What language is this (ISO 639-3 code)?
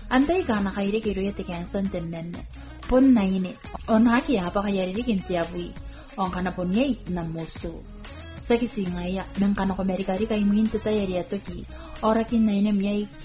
gil